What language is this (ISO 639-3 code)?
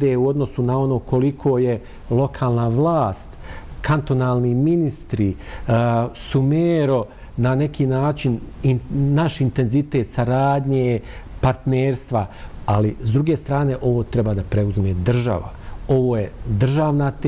bos